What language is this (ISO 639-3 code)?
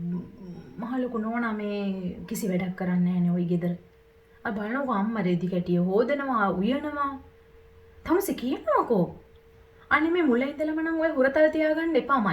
sin